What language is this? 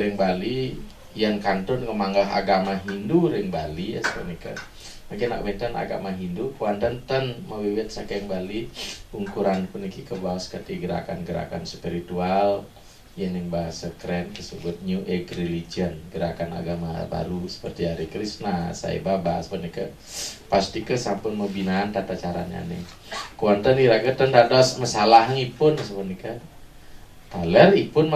Balinese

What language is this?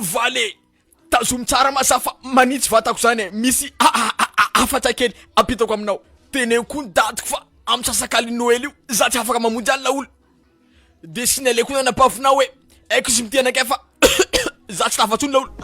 Malagasy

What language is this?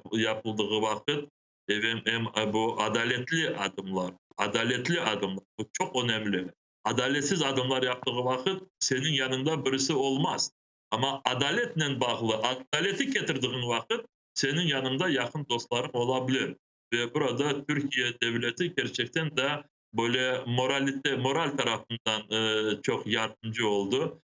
Crimean Tatar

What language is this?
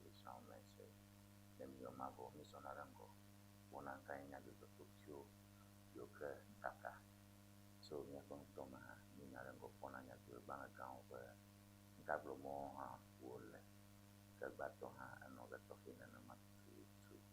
Ewe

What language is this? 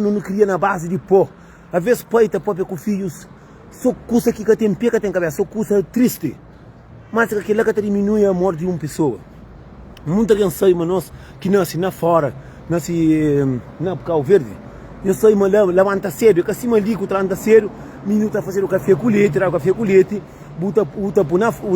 Kabuverdianu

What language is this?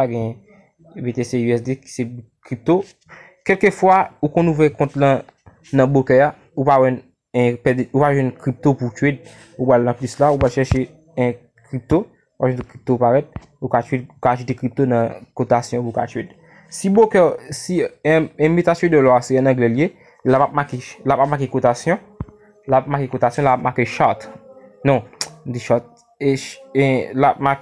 Haitian Creole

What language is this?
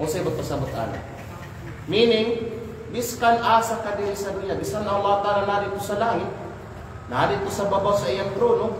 Kalagan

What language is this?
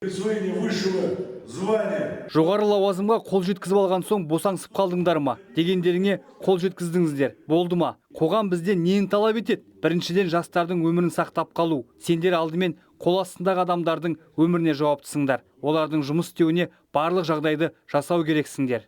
Kazakh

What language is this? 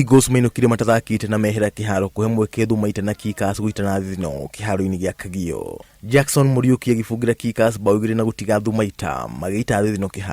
Kikuyu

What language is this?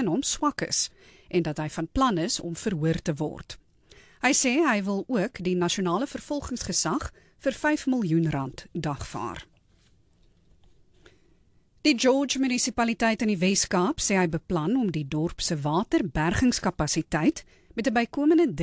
Afrikaans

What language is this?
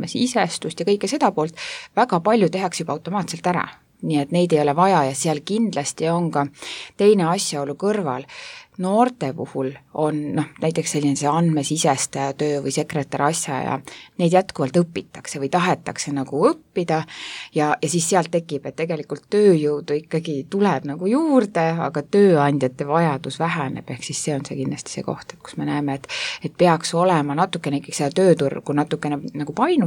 Estonian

